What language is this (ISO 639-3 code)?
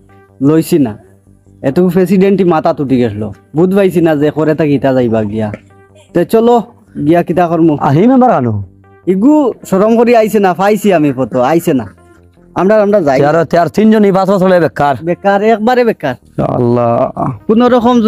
syl